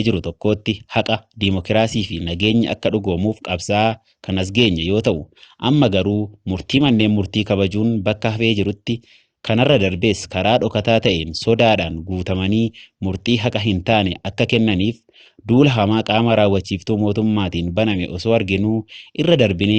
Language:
Oromo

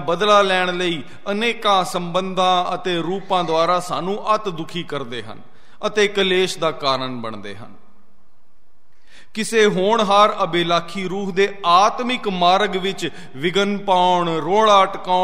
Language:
Punjabi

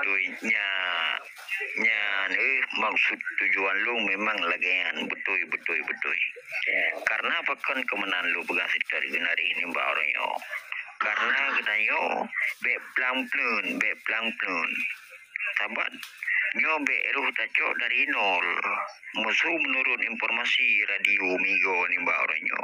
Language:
Achinese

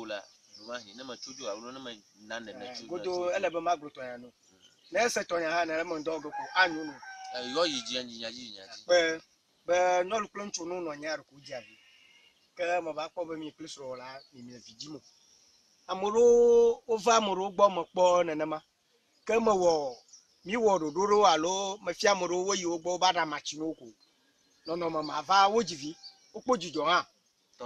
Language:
Ewe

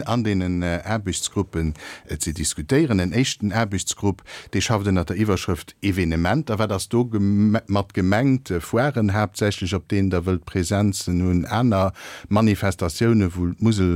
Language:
Luxembourgish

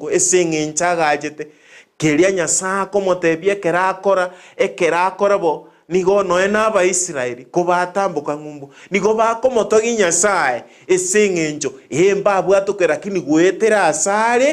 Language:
Gusii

